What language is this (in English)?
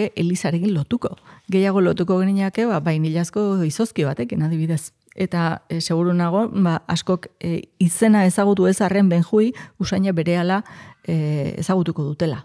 Basque